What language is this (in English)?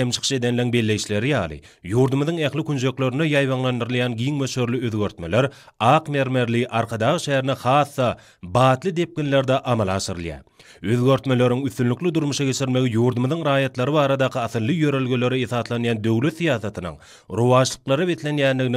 Turkmen